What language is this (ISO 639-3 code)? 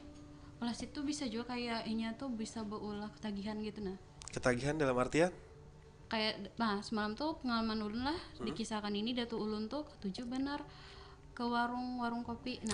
bjn